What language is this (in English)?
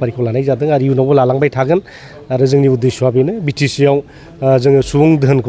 Bodo